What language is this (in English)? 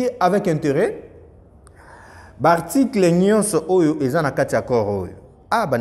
Lingala